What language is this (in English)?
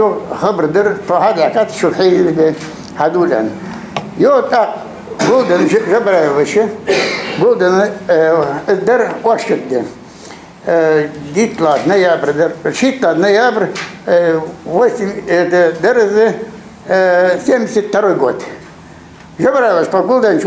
Ingush